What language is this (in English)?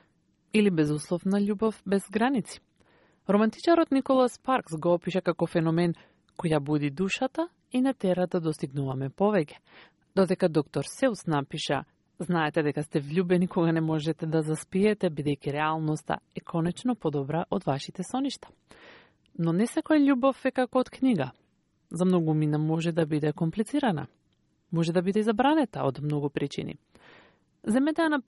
Macedonian